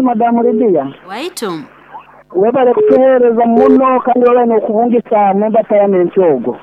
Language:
Nyankole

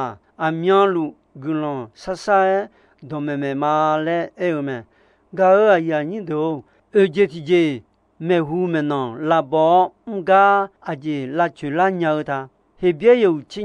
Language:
Akha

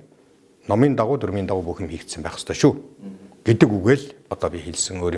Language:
Mongolian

